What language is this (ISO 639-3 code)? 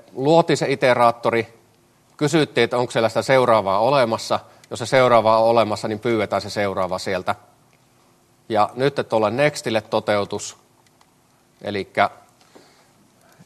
fin